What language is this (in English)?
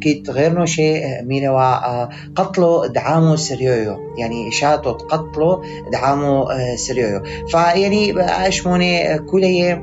North Levantine Arabic